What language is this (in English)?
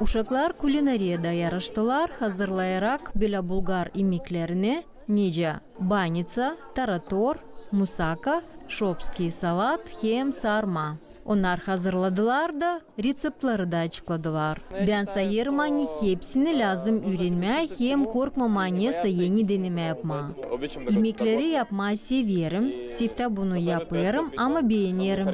Gagauz